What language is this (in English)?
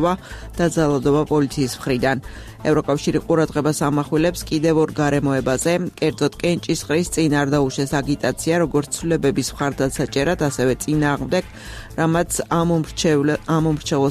Georgian